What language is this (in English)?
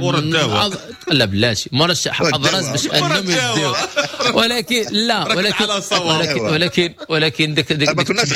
Moroccan Arabic